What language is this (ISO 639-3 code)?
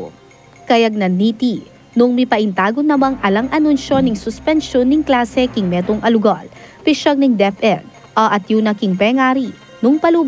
pam